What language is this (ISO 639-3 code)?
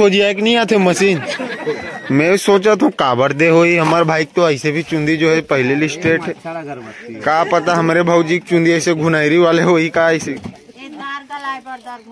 hne